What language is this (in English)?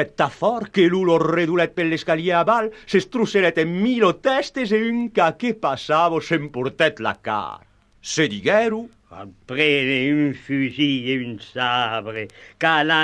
Occitan